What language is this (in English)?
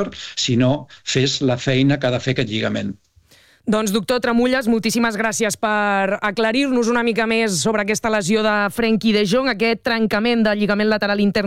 Catalan